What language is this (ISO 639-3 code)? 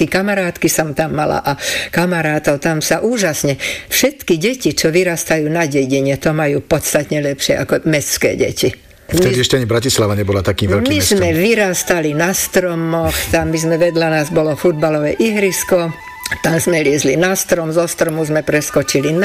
slk